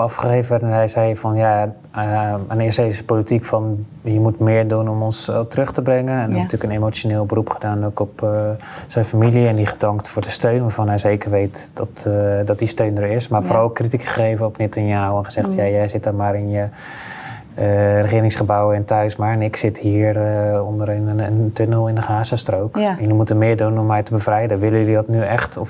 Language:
Dutch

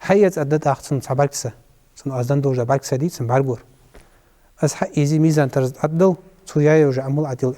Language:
Ingush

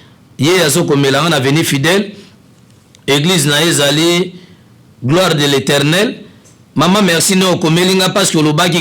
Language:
Lingala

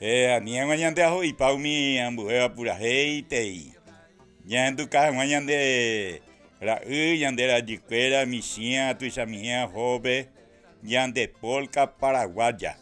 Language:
Guarani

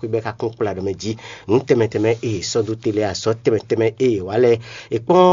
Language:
Fon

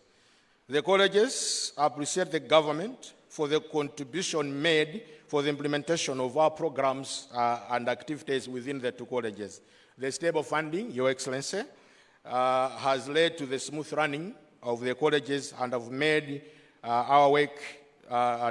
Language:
Nyanja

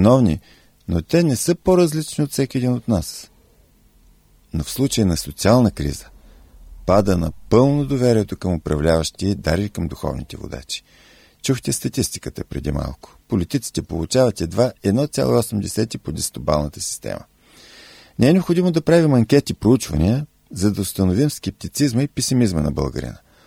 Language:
Bulgarian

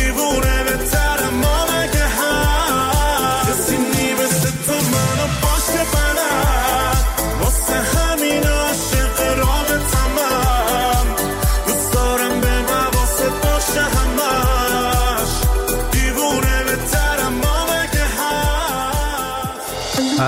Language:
Persian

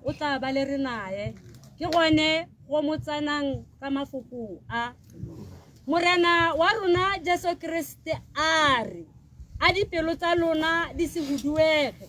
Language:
Tswana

